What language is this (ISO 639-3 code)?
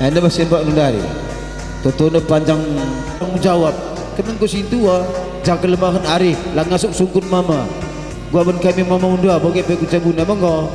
btx